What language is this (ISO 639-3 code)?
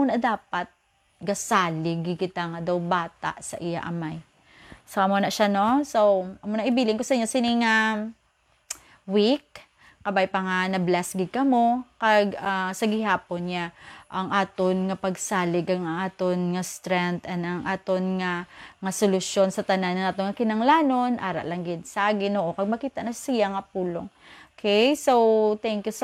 hil